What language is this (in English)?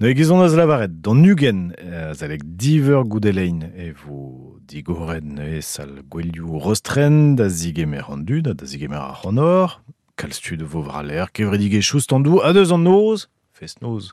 Breton